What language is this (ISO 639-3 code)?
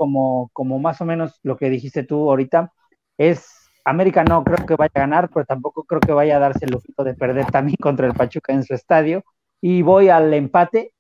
spa